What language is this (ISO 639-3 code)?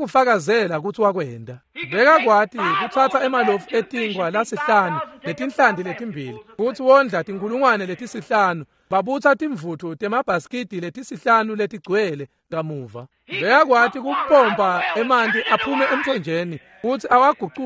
ssw